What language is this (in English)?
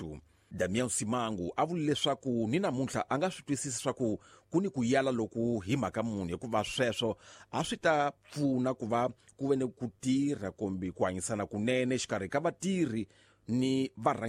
Tsonga